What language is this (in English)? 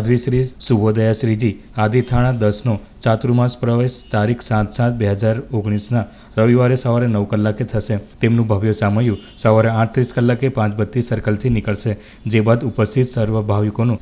Gujarati